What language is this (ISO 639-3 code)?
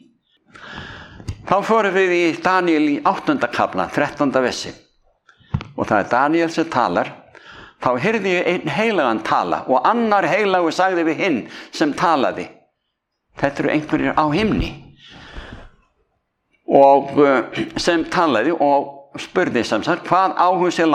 isl